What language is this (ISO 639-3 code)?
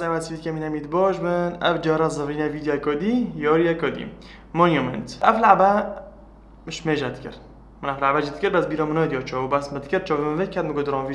kur